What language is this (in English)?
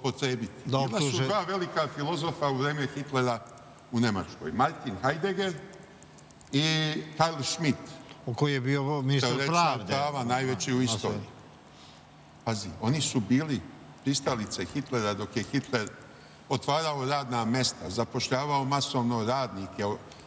Serbian